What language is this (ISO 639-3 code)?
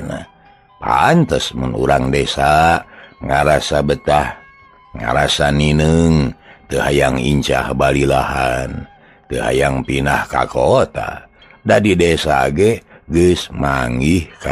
sun